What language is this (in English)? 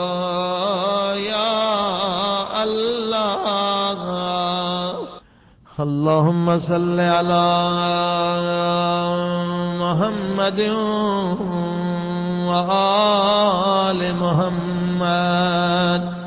Urdu